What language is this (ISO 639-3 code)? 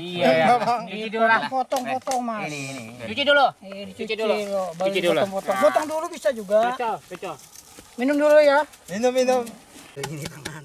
bjn